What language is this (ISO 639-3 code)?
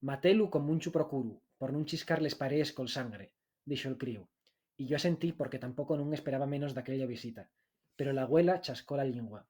ast